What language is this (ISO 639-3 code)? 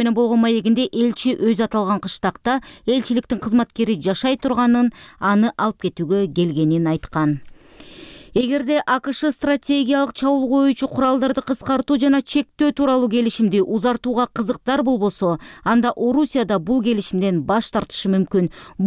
kir